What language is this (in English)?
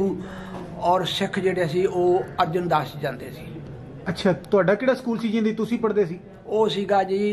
Punjabi